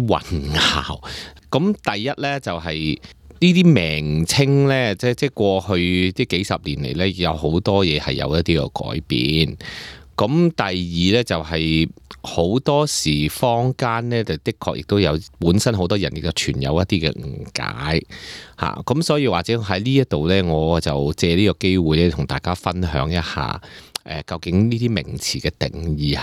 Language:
Cantonese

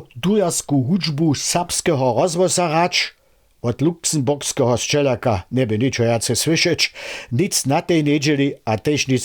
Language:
Upper Sorbian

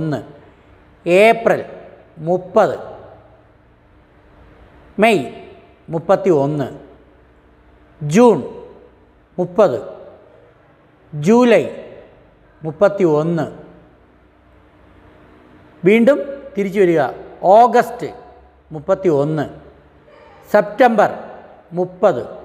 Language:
Malayalam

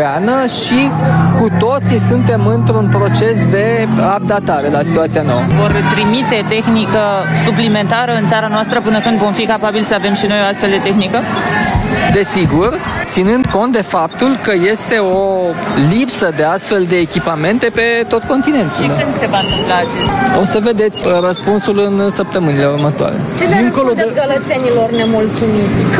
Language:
Romanian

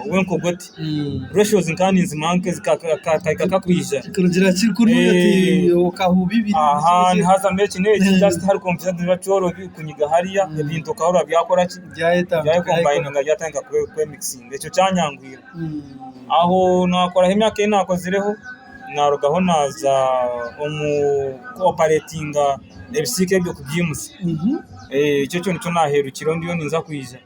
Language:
Nyankole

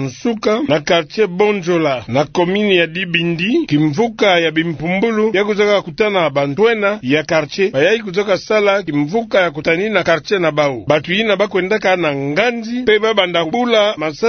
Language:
Kituba (Democratic Republic of Congo)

